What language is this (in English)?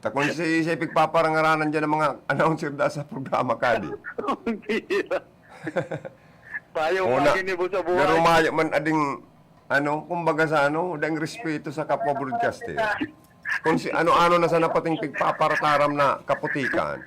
Bikol